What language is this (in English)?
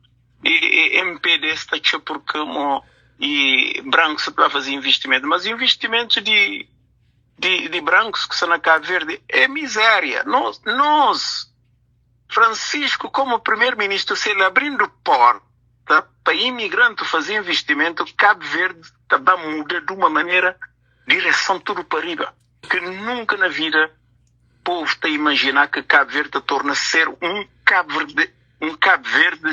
Kabuverdianu